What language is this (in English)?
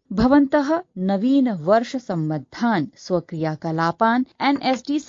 Sanskrit